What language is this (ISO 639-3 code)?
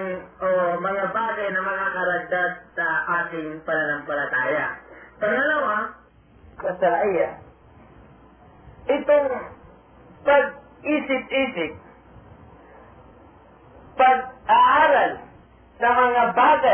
fil